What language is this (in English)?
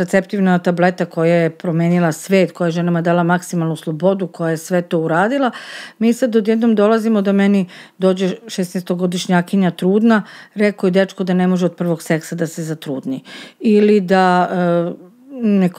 Serbian